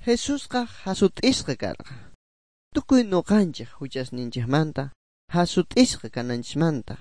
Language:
Ayacucho Quechua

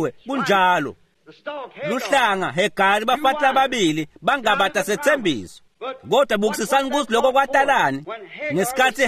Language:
Swati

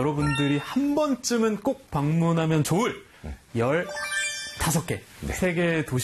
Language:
Korean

